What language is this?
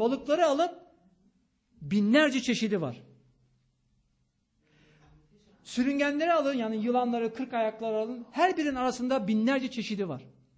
Turkish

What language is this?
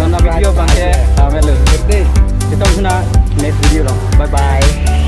Karbi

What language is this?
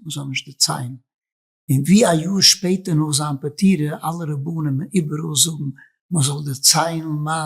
Yiddish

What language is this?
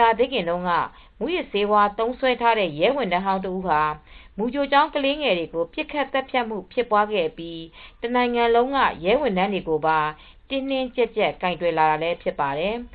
Burmese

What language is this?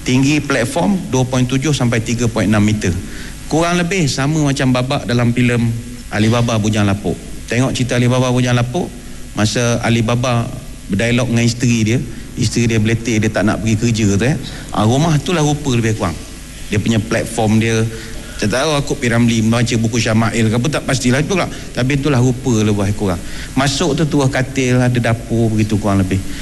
Malay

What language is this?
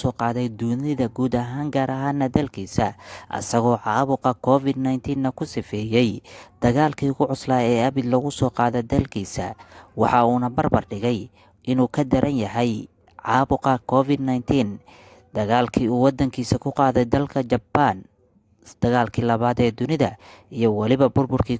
Somali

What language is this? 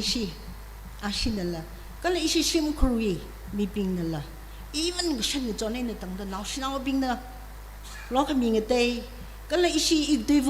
Tangkhul Naga (India)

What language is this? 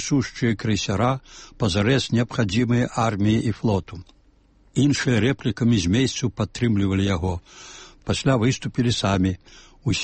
Belarusian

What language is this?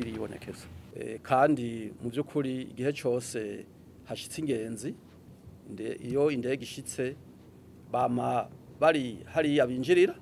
Rundi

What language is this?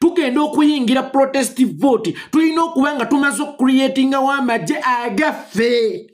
Ganda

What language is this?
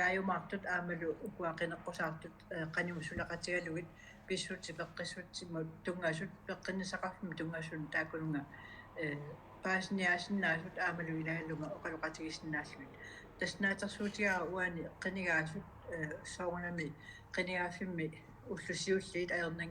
Kalaallisut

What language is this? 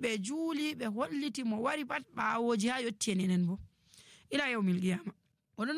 Nigerian Fulfulde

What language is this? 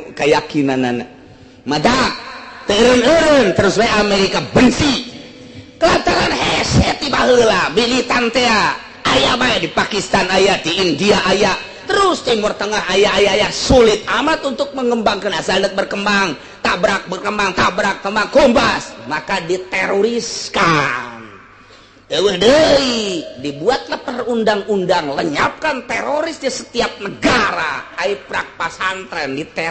Sundanese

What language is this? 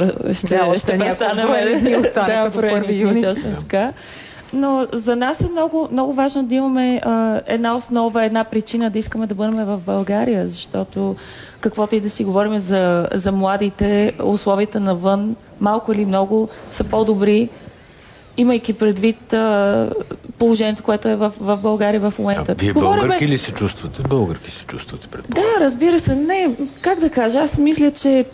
Bulgarian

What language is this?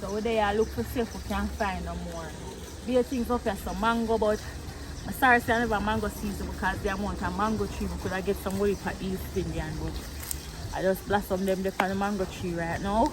Jamaican Creole English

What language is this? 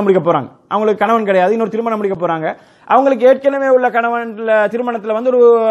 Tamil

